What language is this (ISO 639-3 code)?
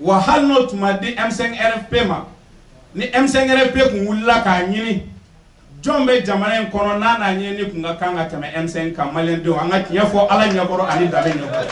bam